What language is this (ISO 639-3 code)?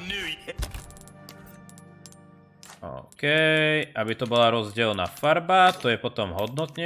slk